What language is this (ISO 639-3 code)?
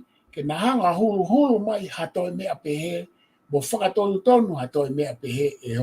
ton